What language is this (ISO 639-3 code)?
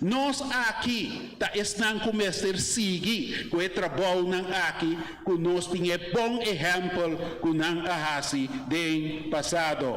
pap